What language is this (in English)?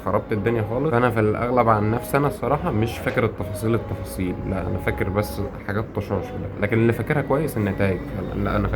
Egyptian Arabic